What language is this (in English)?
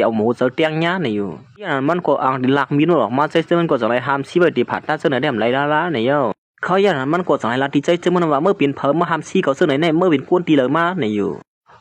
Shan